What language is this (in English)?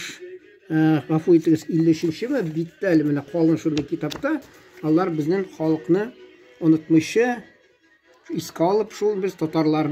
Tatar